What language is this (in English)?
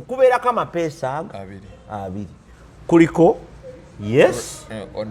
Ganda